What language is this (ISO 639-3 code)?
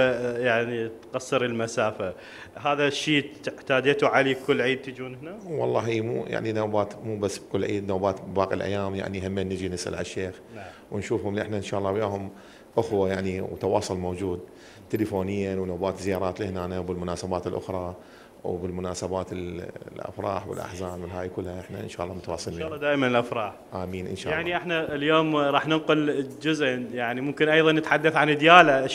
acm